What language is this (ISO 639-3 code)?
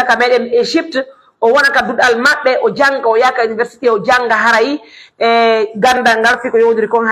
fuf